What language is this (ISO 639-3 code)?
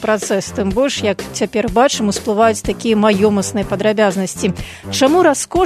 bel